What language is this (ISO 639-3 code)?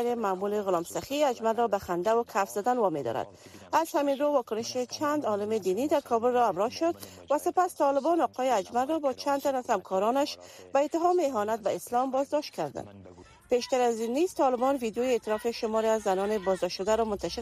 fas